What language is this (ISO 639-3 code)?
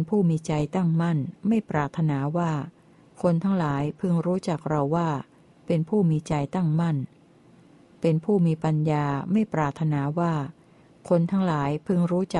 tha